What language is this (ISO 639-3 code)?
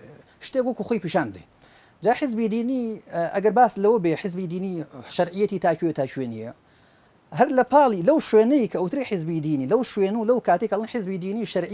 ckb